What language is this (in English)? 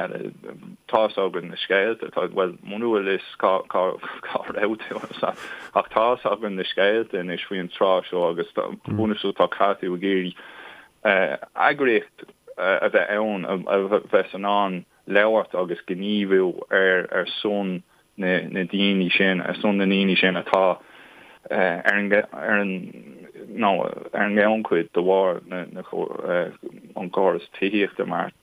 Irish